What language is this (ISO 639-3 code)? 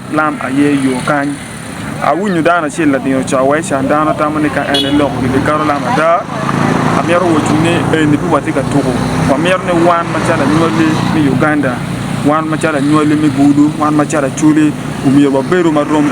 ach